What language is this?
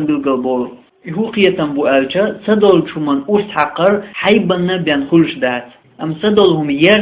Chechen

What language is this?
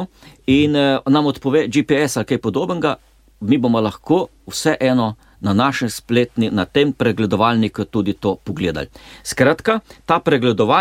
Slovenian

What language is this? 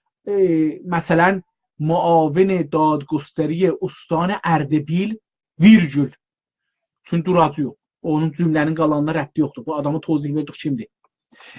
South Azerbaijani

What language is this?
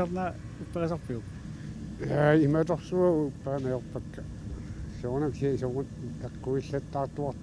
Kalaallisut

